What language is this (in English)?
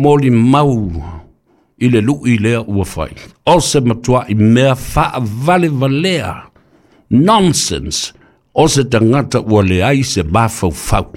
Samoan